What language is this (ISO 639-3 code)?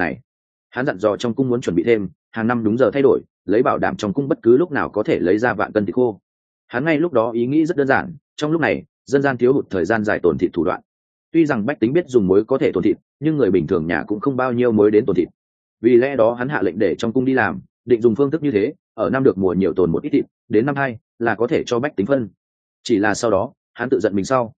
vie